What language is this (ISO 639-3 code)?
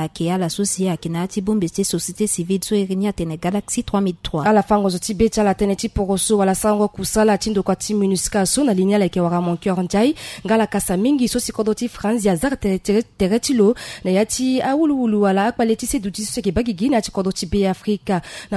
sag